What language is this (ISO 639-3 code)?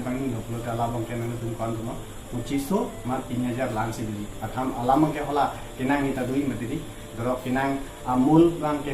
mjw